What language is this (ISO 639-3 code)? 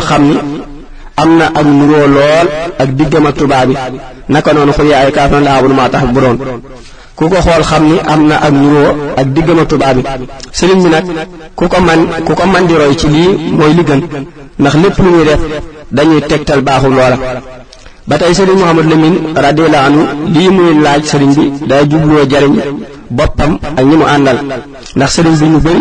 wol